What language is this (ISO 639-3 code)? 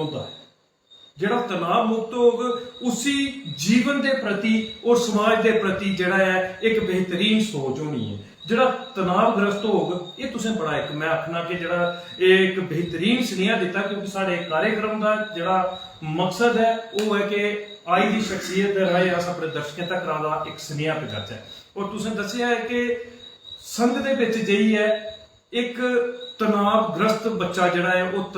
doi